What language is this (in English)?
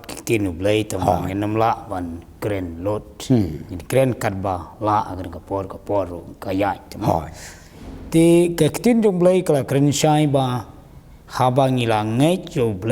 Khasi